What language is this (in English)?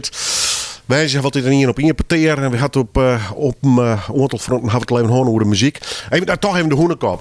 Western Frisian